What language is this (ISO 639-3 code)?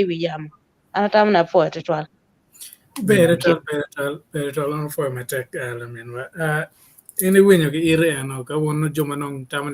ach